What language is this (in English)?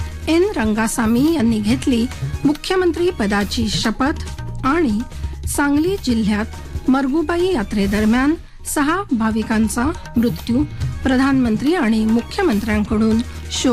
Marathi